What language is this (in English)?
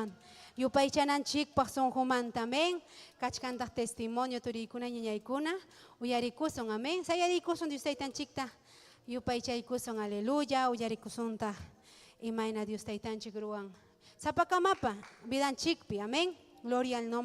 Ayacucho Quechua